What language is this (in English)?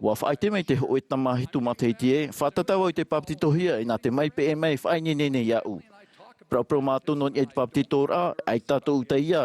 Tahitian